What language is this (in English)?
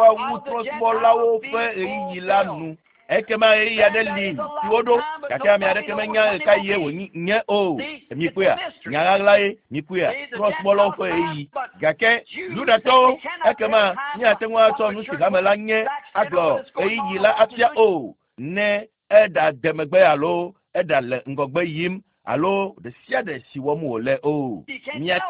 Ewe